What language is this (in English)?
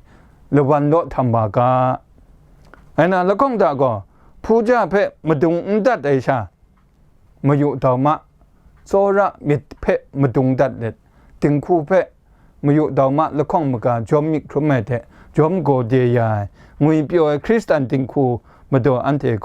Kachin